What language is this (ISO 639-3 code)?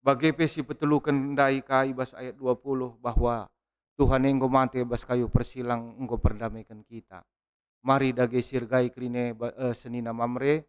btx